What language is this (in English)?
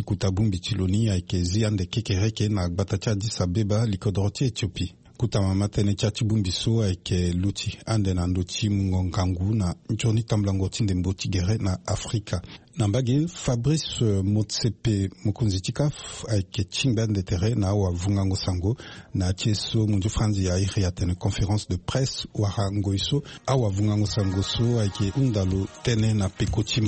Sango